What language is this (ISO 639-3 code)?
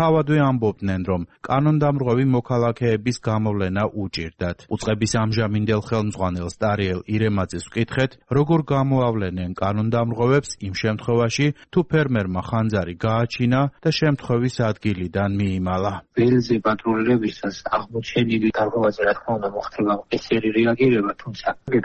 kat